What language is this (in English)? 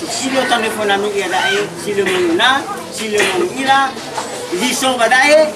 Nias